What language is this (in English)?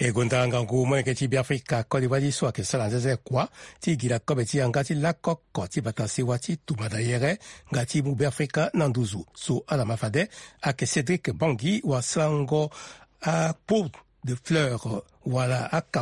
Sango